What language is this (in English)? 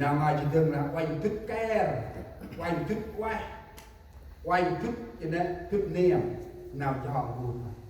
Central Mnong